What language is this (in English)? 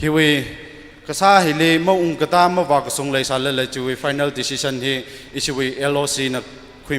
Tangkhul Naga (India)